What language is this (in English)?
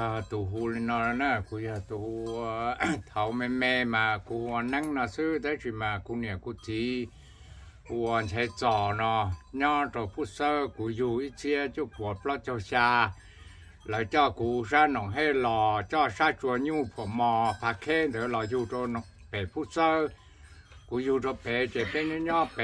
Hmong